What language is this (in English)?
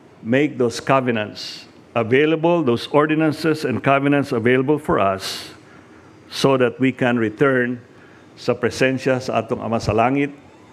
Cebuano